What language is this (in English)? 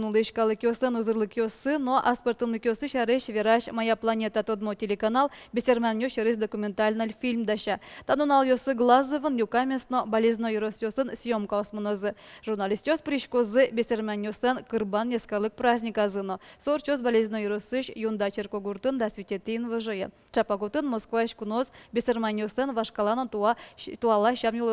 Udmurt